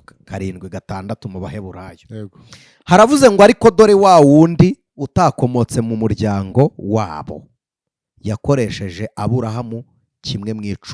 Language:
Kinyarwanda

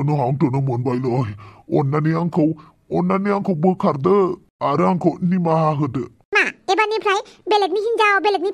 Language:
Bodo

